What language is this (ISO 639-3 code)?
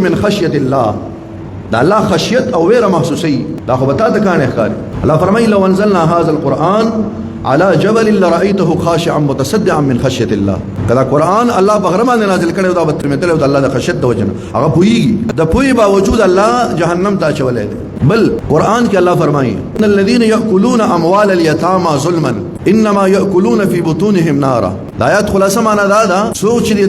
pus